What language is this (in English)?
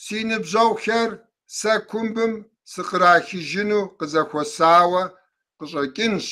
Kabardian